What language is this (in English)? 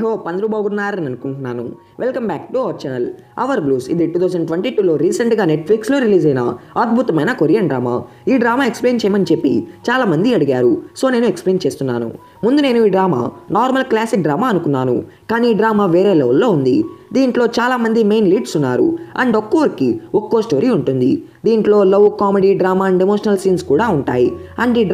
Telugu